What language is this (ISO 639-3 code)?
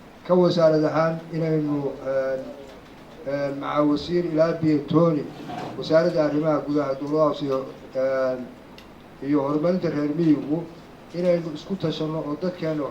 som